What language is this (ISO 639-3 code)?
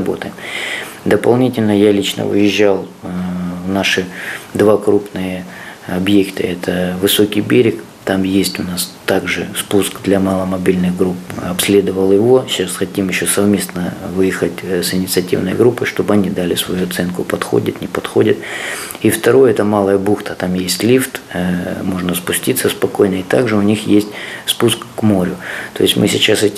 rus